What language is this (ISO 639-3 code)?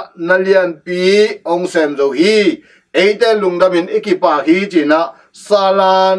ctd